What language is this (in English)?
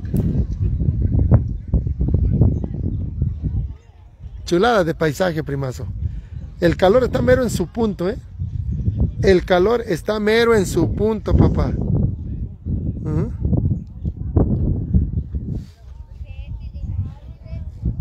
Spanish